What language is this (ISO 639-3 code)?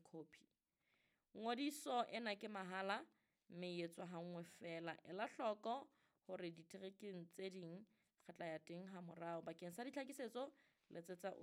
sot